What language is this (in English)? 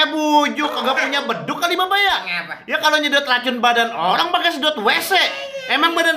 Betawi